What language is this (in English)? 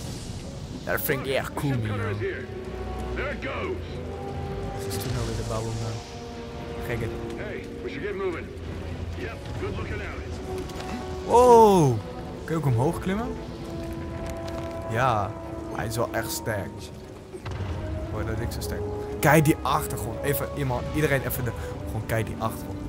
Dutch